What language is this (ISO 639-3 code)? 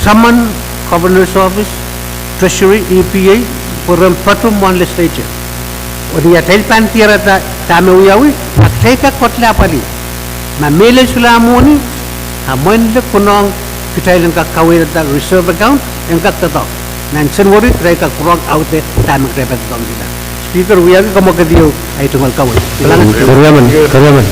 pon